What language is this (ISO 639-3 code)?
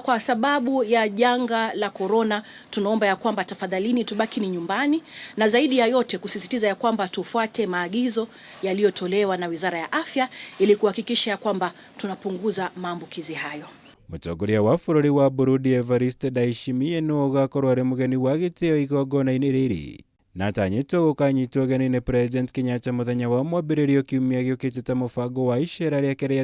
kik